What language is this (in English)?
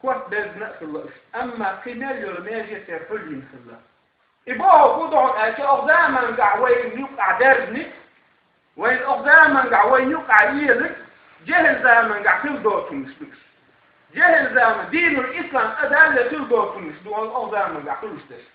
Chechen